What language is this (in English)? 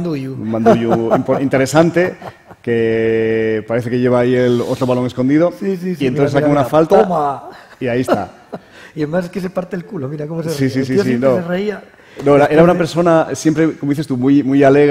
Spanish